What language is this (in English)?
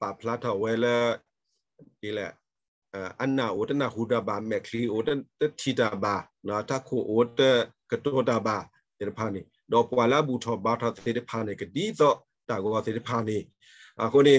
S'gaw Karen